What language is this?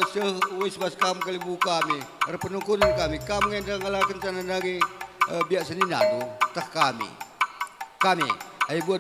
Batak Karo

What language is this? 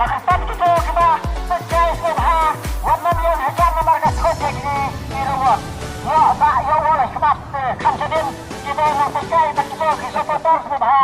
Khasi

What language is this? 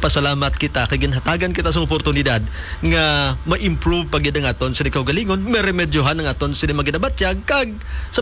Hiligaynon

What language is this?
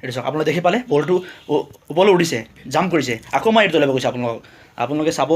Assamese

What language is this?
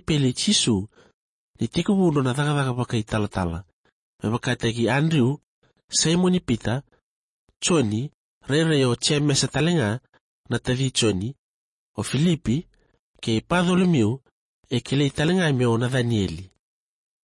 Fijian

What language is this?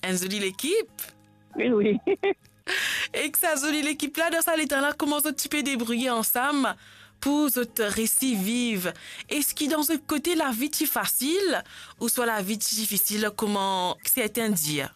Morisyen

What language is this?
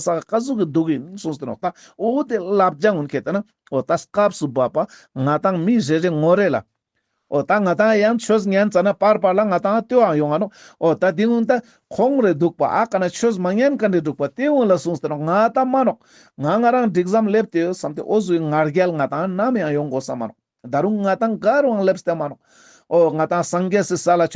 Ladakhi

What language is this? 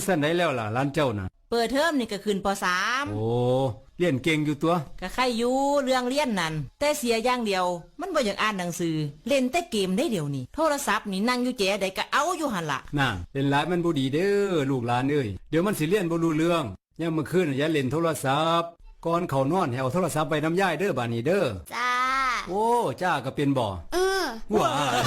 Northeastern Thai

